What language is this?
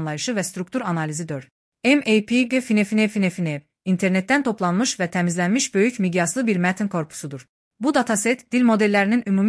Azerbaijani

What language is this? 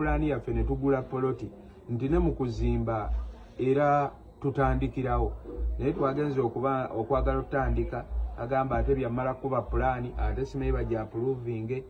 Ganda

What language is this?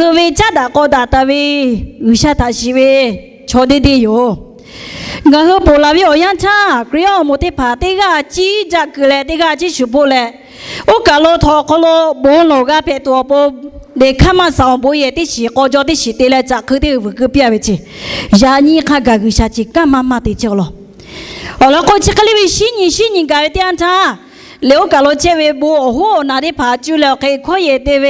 Lahu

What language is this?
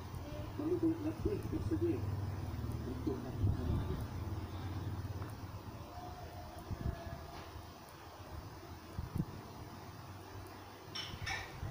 Malay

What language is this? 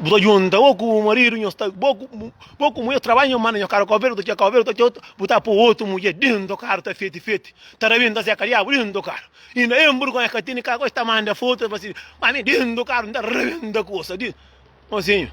Kabuverdianu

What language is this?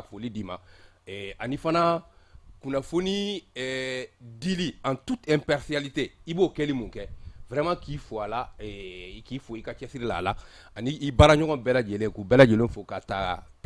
Bambara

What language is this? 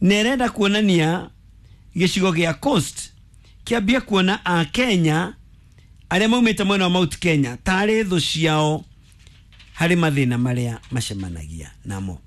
Kikuyu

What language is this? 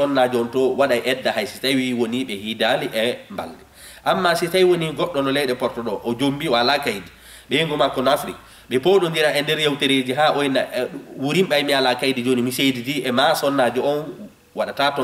Fula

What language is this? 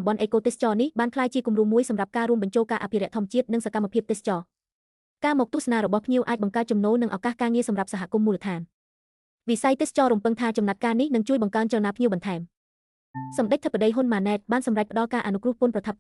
Khmer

